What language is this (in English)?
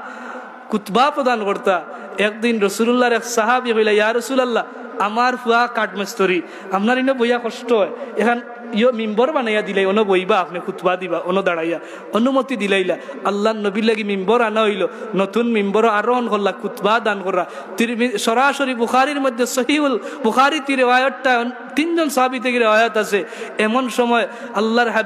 Sylheti